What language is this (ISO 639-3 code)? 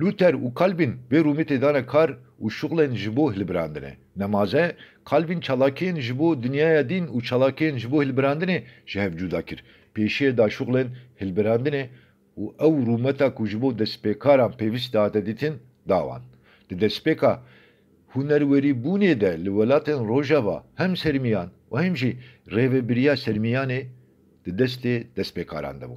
kur